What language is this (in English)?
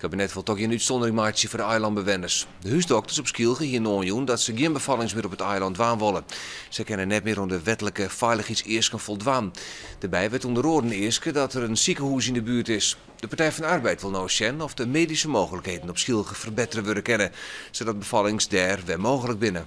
Western Frisian